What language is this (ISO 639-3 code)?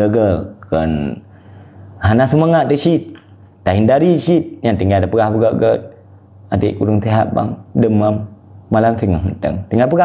ace